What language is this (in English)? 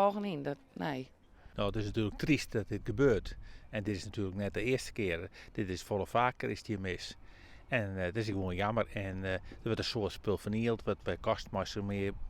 Western Frisian